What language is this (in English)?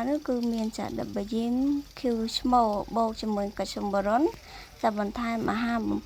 Khmer